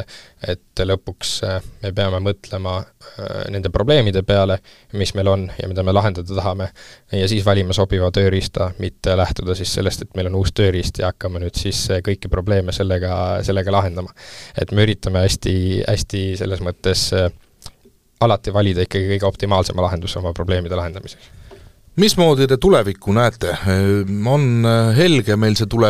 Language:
Estonian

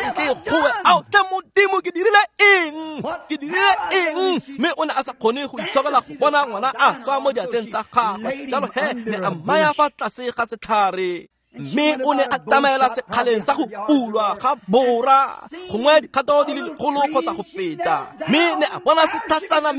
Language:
Tswana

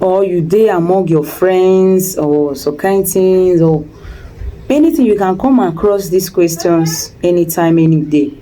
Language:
Nigerian Pidgin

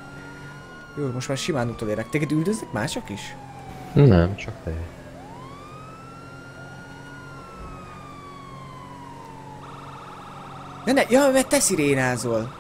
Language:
Hungarian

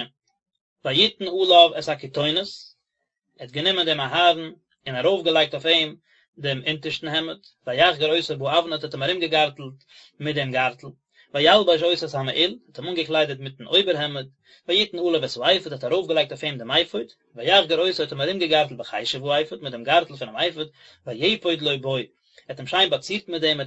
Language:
Yiddish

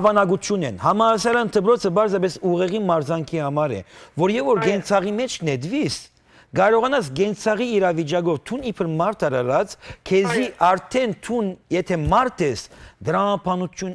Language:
Western Armenian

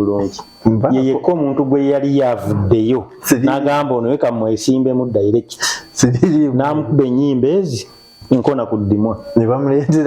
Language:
Ganda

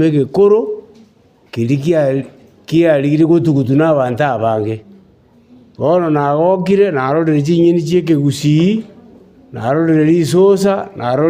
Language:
Gusii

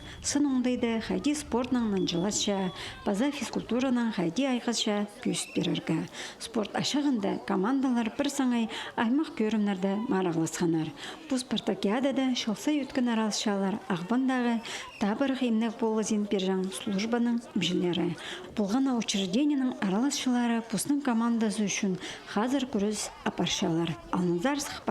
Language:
Khakas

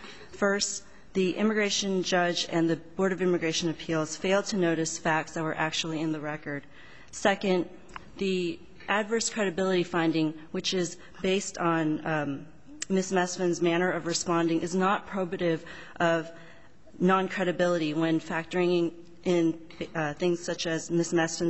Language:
English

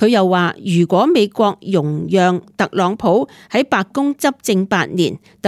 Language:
Cantonese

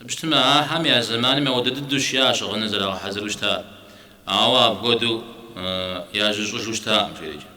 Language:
Kabardian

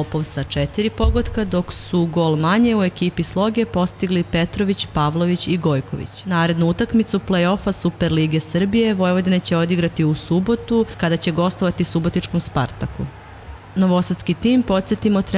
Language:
Serbian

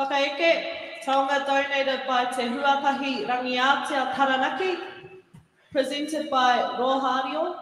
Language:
Māori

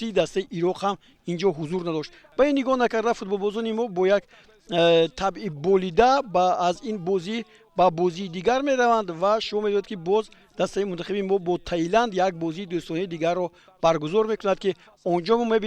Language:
Tajik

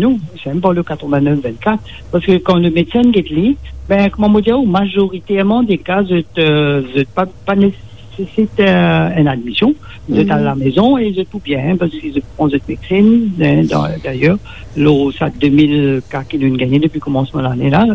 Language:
Morisyen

